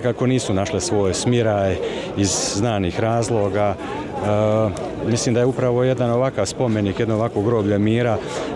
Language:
Croatian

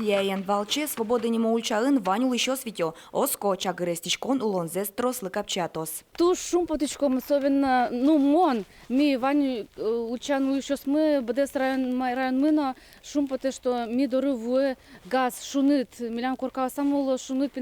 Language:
Udmurt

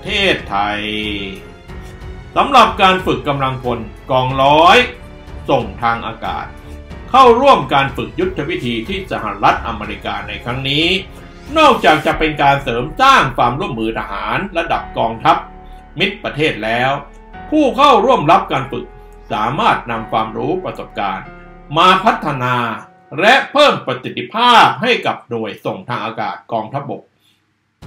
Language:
Thai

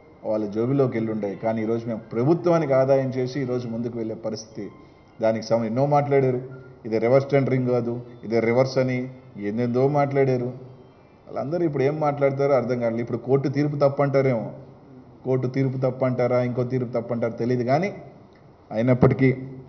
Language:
Telugu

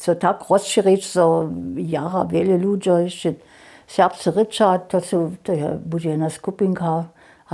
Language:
Upper Sorbian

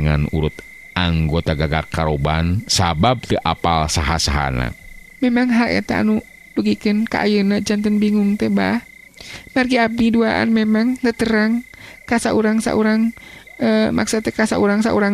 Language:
Sundanese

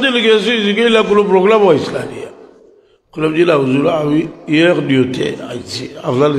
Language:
Sylheti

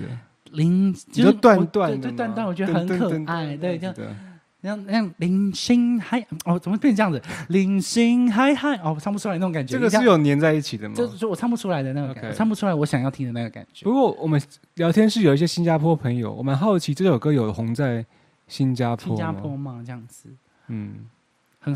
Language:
Chinese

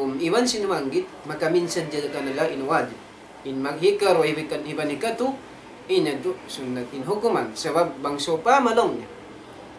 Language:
Tausug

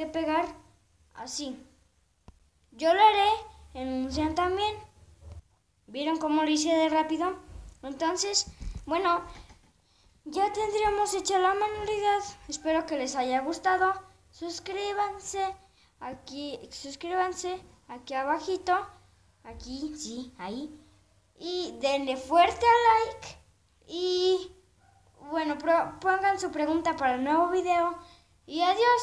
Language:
Spanish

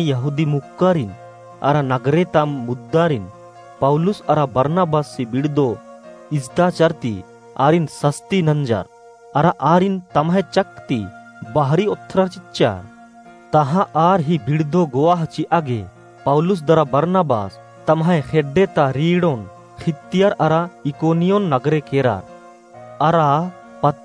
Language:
Kurukh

